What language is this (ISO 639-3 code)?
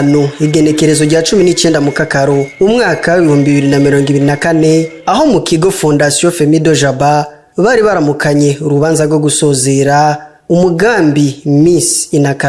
run